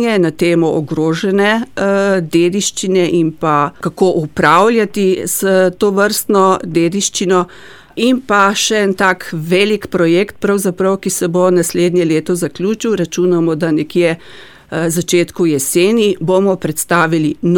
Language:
Slovenian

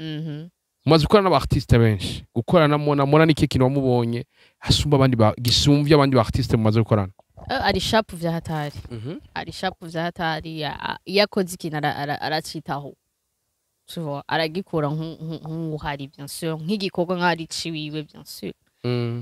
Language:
Rundi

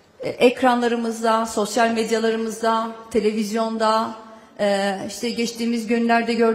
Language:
Turkish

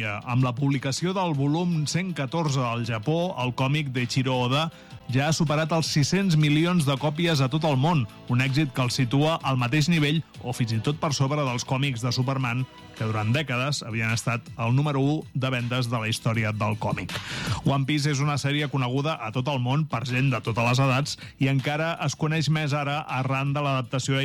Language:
Catalan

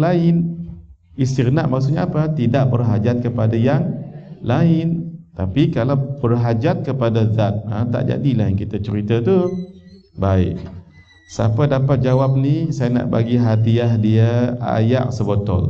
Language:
Malay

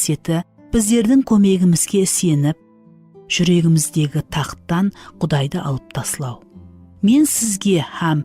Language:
Kara-Kalpak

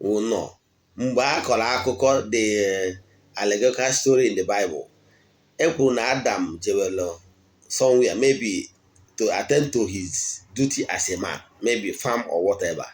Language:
Igbo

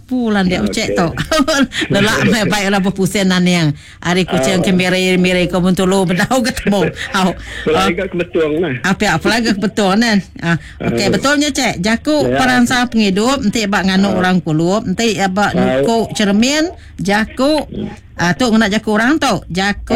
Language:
Iban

